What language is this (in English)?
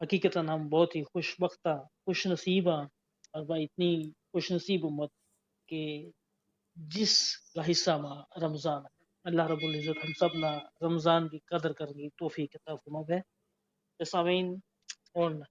Gujari